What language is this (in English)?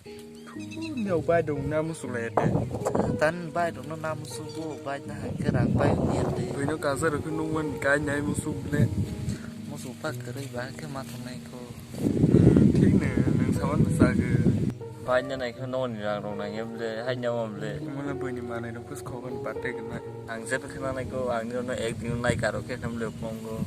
Kok Borok